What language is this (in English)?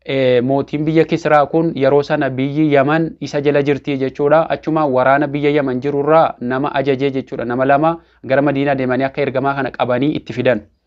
Oromo